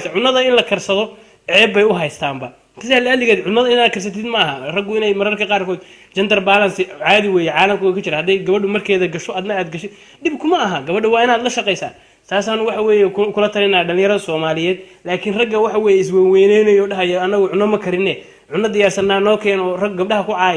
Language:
Somali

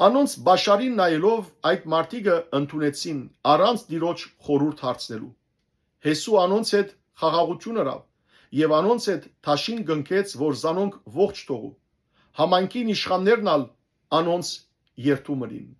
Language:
Western Armenian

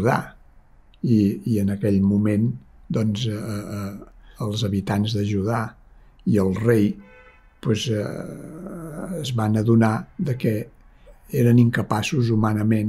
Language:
Catalan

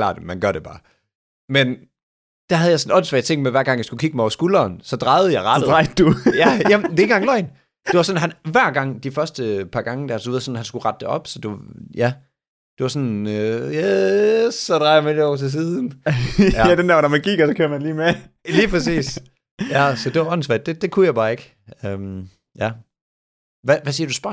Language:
Danish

